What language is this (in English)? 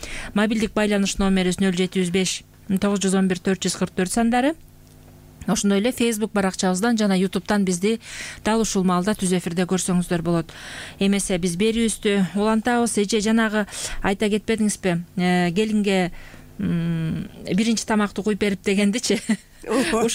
Kyrgyz